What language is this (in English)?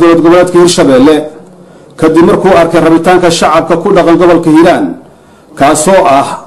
Somali